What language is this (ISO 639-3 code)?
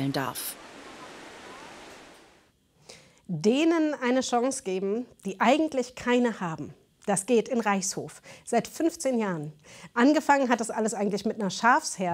deu